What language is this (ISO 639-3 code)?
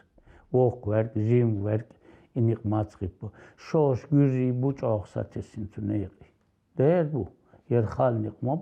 che